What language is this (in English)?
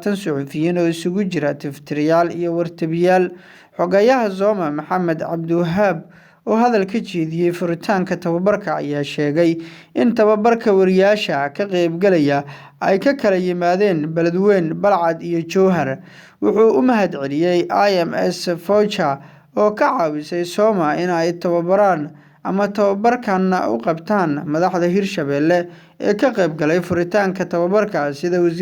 Somali